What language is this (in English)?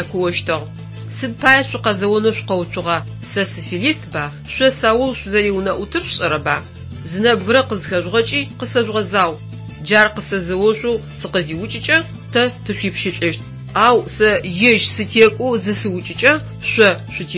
Adyghe